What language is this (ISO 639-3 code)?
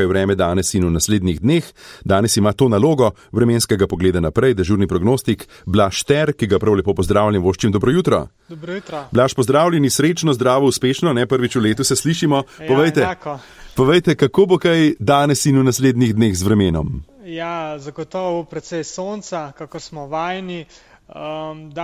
slv